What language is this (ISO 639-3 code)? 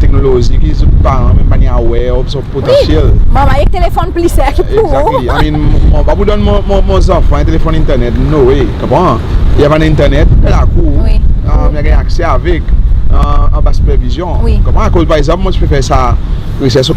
crs